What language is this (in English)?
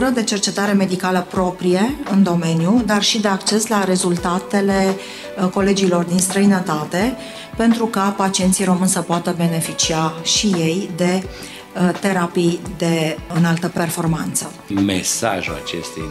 Romanian